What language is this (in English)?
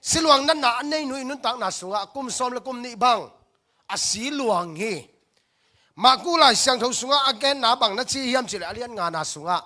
Tedim Chin